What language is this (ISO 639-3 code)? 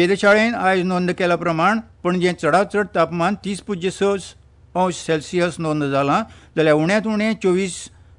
kok